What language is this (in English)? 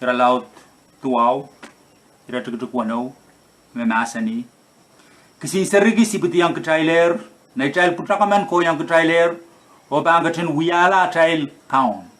Pohnpeian